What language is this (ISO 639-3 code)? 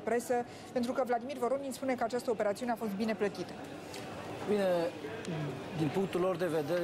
ron